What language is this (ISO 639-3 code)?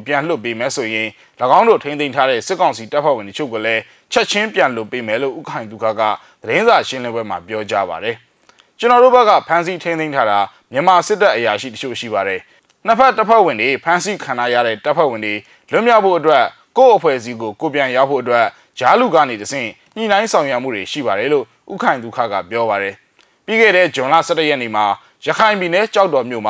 mya